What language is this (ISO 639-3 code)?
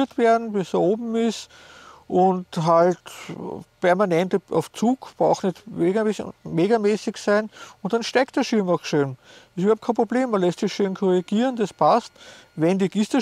deu